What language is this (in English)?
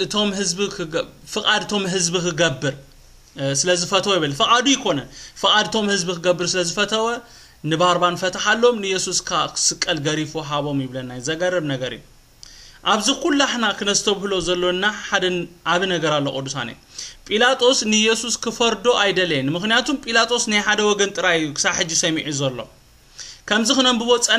Tigrinya